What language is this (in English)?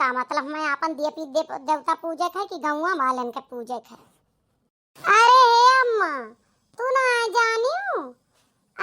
Awadhi